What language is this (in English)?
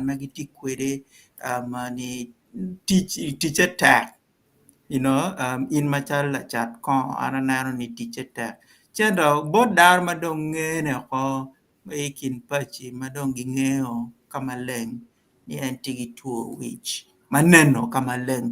Acoli